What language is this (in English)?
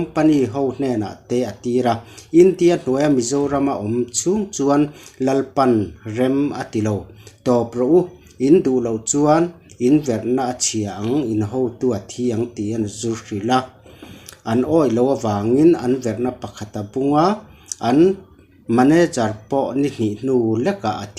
Mizo